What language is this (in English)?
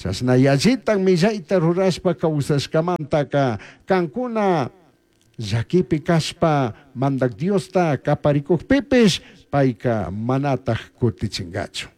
Chimborazo Highland Quichua